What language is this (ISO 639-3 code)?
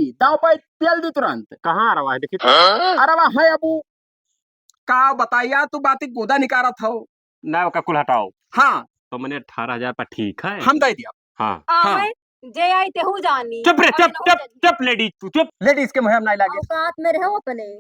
awa